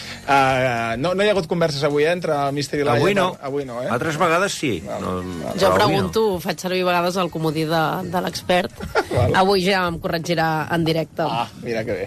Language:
Catalan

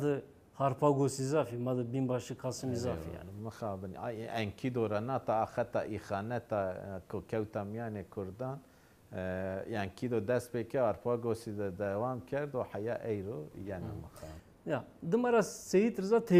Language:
Zaza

